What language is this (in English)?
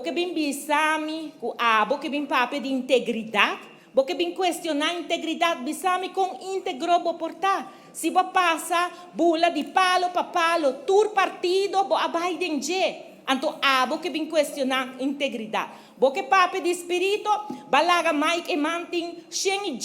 Papiamento